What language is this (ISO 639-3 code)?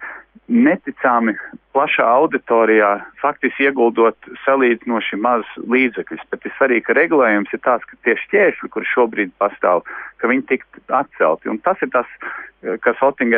lav